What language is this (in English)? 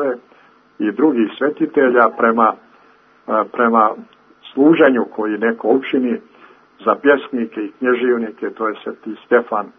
Serbian